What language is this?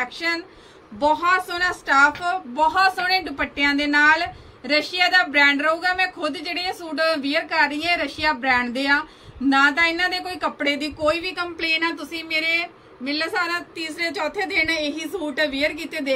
Punjabi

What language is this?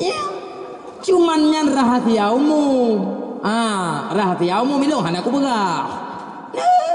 Achinese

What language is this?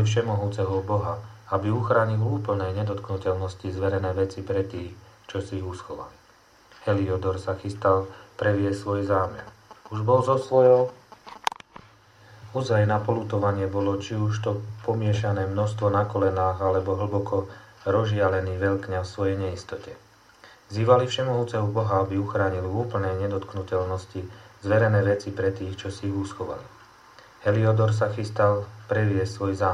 Slovak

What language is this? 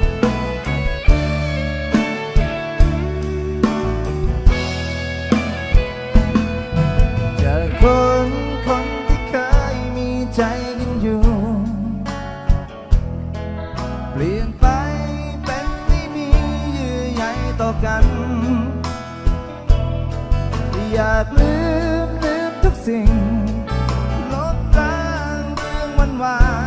Thai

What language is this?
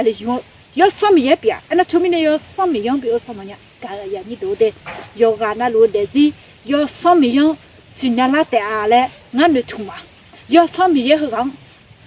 Akha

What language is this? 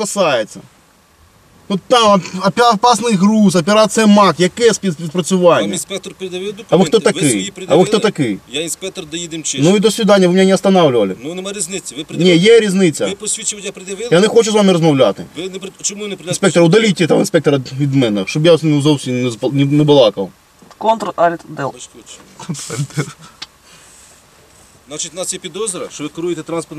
Ukrainian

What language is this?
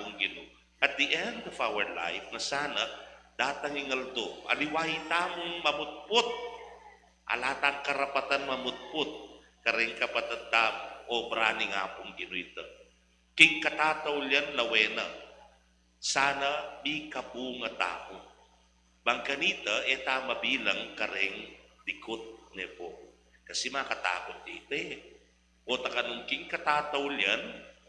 Pampanga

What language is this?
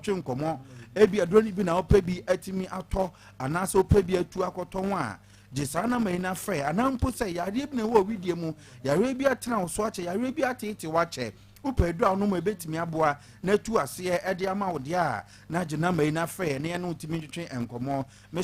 Akan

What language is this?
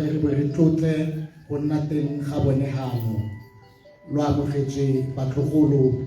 Tswana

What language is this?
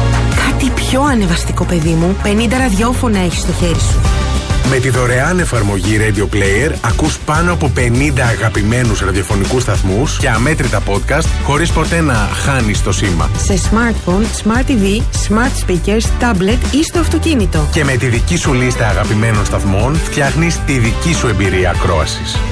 Greek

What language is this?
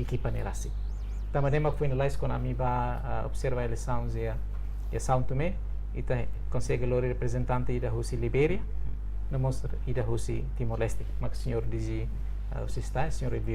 Tetum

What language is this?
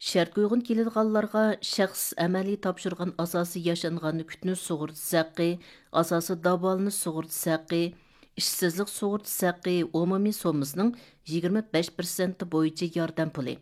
Uyghur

